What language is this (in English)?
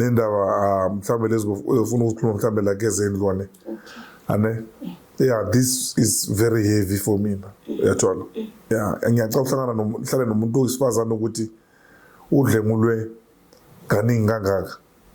Zulu